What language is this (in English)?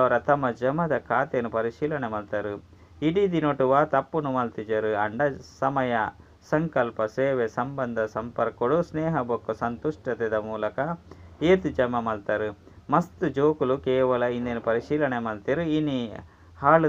Tulu